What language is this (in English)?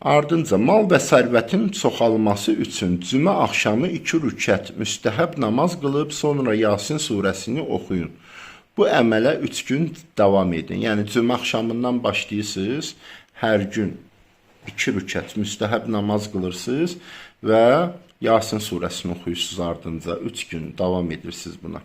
Azerbaijani